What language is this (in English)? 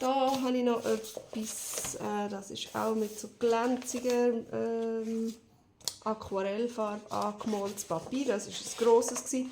Swiss German